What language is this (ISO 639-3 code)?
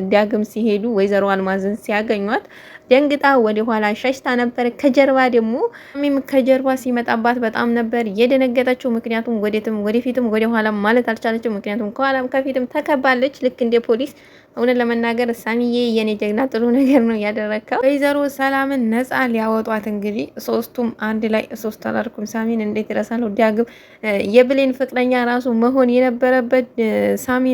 amh